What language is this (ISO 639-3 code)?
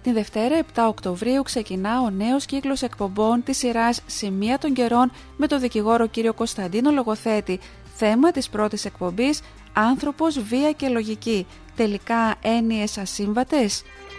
ell